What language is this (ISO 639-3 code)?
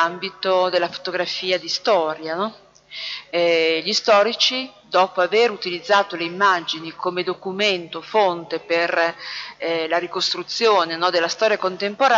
ita